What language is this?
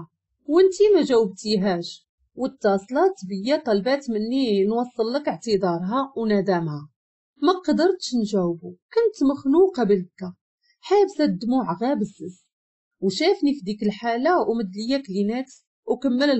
Moroccan Arabic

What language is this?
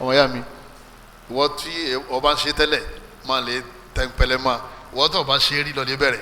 Yoruba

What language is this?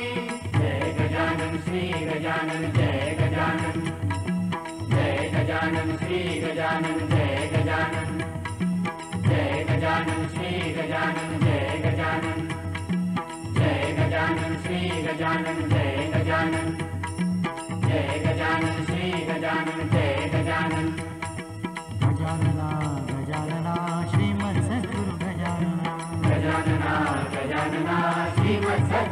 Marathi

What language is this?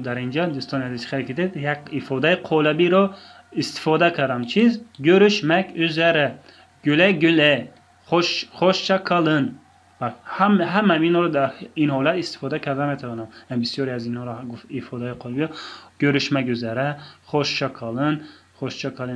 Tajik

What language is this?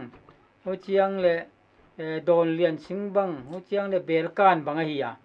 Paite Chin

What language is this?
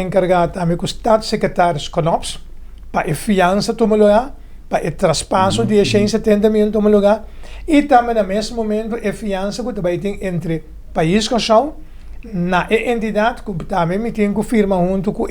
Papiamento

